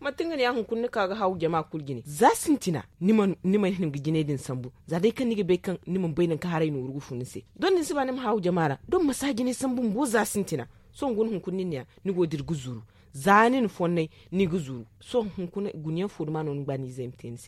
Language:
Zarma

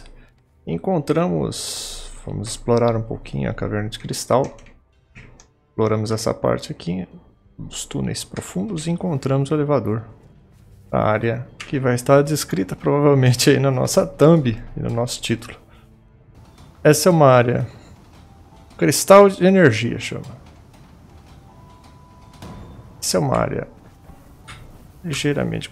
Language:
Portuguese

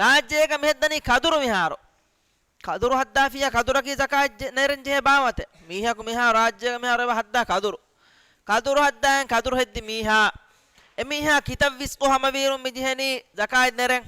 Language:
Divehi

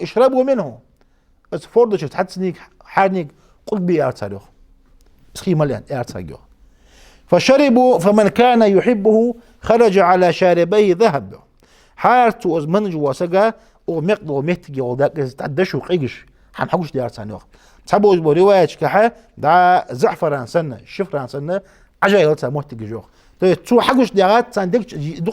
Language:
Ingush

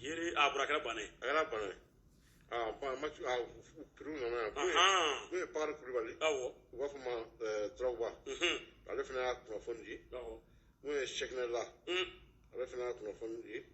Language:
Bambara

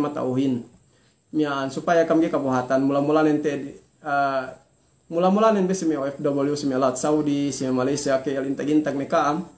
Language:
Yakan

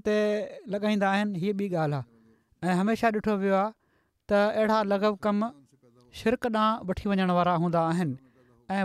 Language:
Sindhi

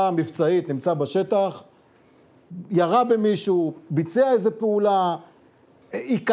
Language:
Hebrew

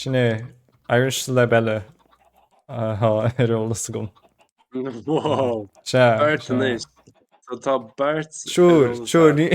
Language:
Irish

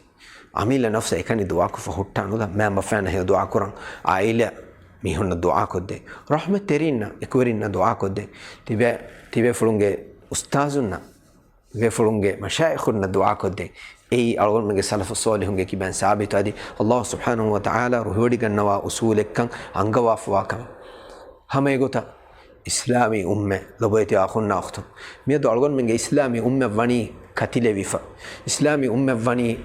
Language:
Divehi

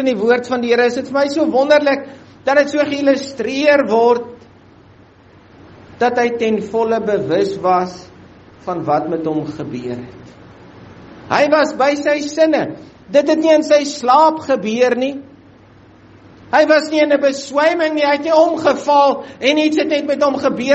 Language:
Afrikaans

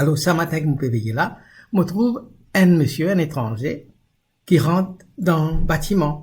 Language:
Morisyen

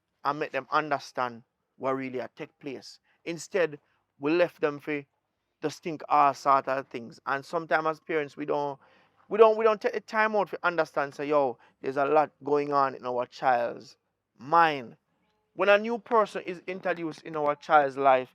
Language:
Jamaican Creole English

